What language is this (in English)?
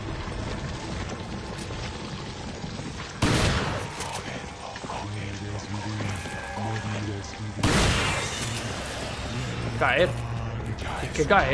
Spanish